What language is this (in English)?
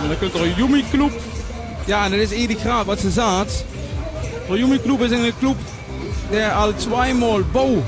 Limburgish